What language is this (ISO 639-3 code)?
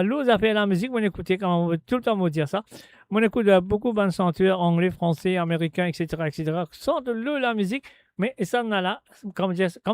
mfe